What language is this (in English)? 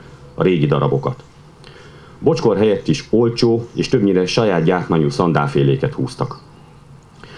Hungarian